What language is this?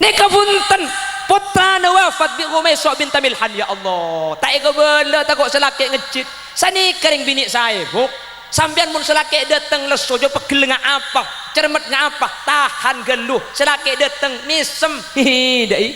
Madurese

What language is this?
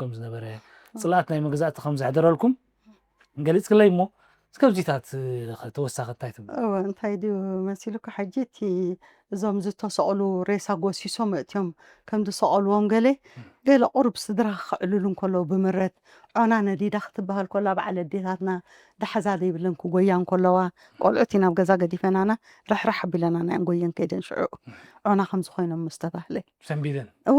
Tigrinya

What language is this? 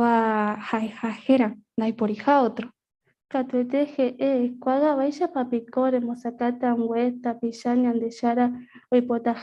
Guarani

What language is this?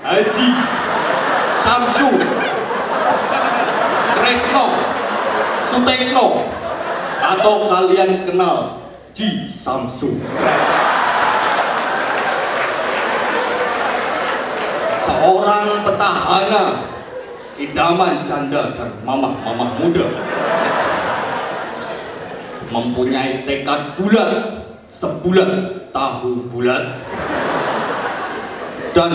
Indonesian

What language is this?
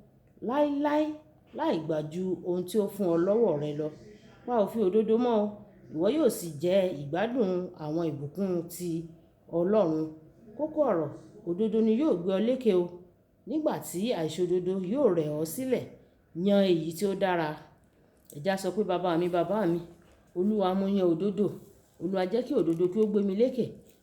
Yoruba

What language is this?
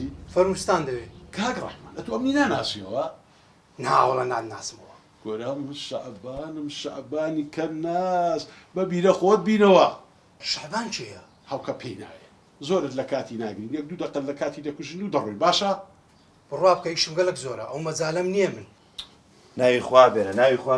Central Kurdish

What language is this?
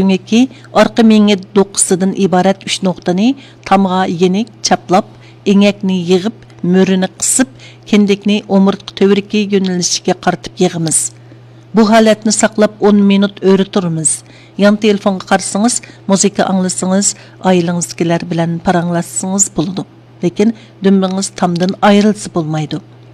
Uyghur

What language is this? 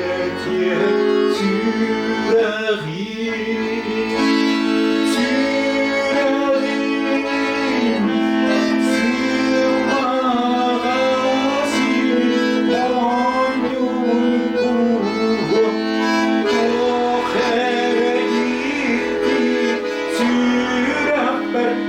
Yakut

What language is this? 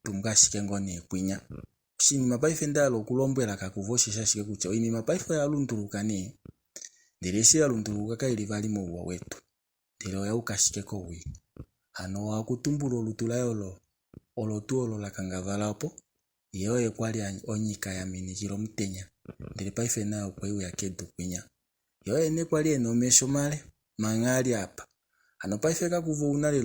Kuanyama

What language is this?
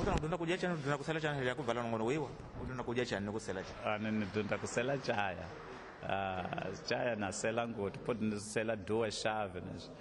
Tsonga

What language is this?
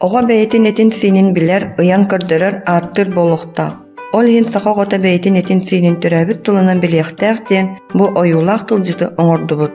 Yakut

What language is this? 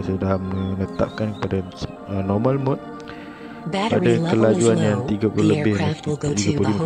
Malay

